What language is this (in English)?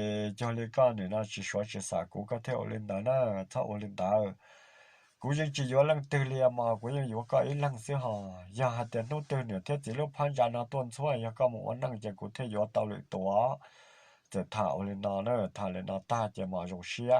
Hmong